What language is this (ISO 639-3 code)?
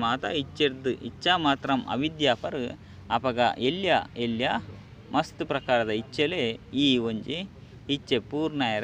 tcy